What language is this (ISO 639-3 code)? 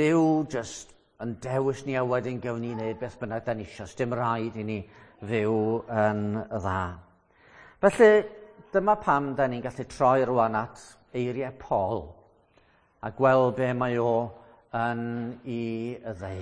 cym